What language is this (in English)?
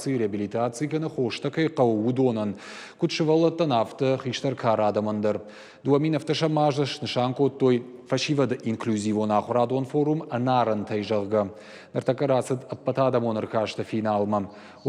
Ossetic